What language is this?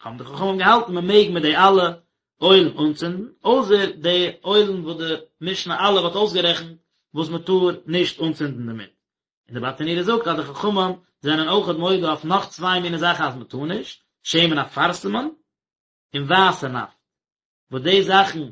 Yiddish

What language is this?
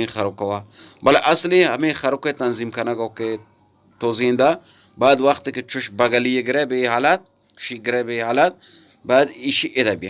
Eastern Balochi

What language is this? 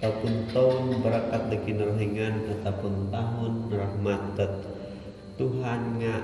Central Dusun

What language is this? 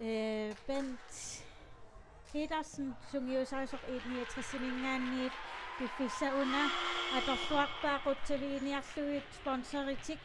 Kalaallisut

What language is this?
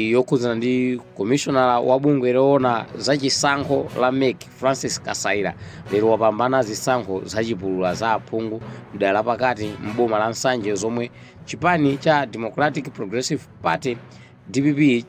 Nyanja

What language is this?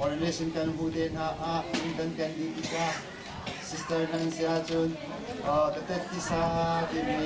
Hakha Chin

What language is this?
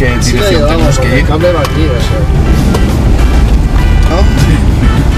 Spanish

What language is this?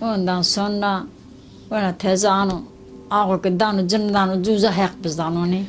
Zaza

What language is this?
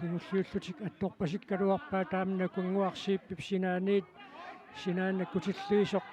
Kalaallisut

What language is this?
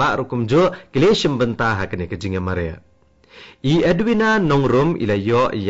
Khasi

